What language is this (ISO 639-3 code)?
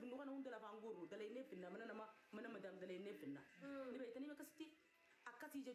orm